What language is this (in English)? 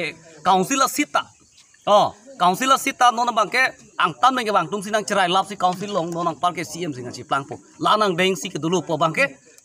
Karbi